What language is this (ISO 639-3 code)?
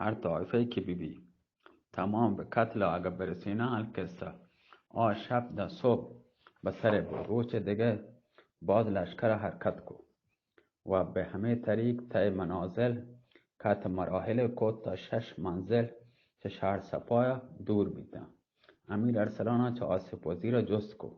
bgp